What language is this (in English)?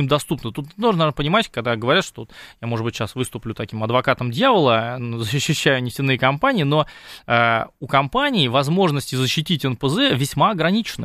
Russian